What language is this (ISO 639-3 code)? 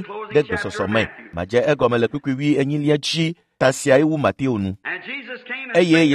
ewe